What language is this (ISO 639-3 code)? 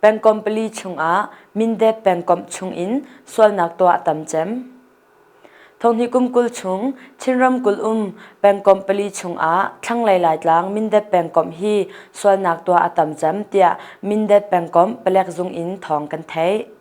cnh